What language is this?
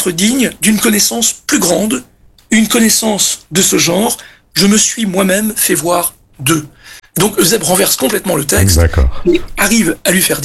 French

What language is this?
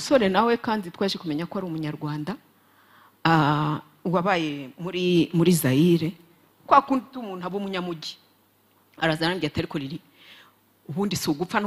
Kinyarwanda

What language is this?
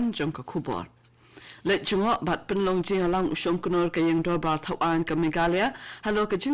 Khasi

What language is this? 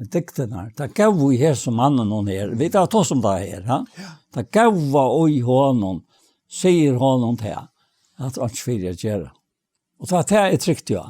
Faroese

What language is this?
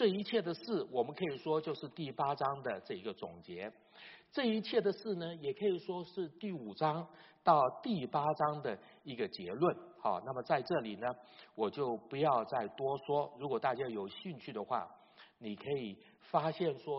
Chinese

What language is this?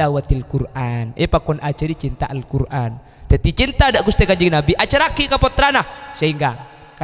Madurese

